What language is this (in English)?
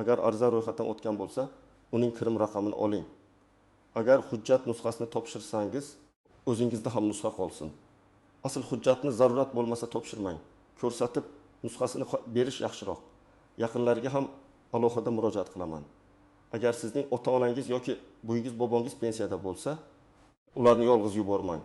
Uzbek